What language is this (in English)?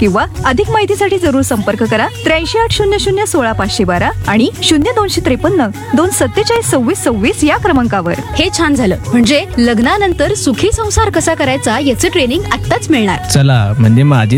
Marathi